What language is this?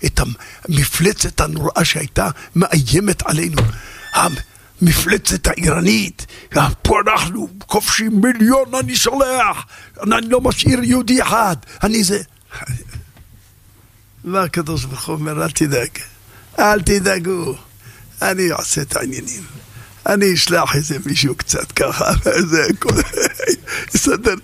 Hebrew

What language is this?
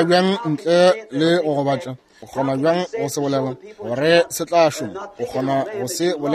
Northern Sotho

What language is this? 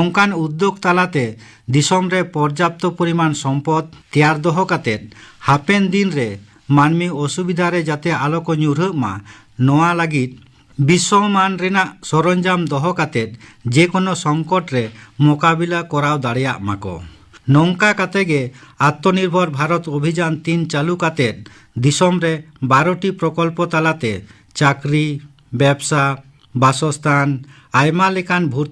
Santali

